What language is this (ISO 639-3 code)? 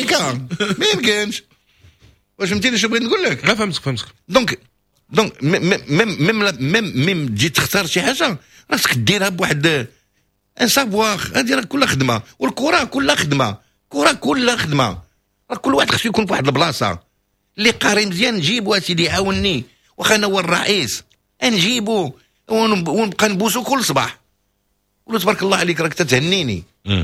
ary